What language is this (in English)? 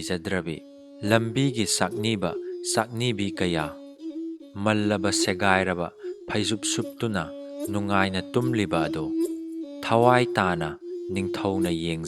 Manipuri